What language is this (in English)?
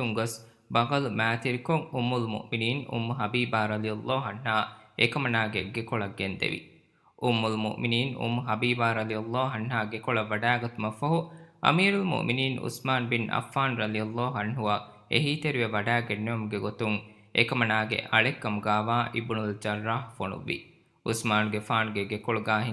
Divehi